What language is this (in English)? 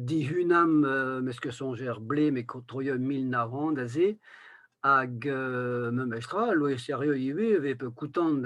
Breton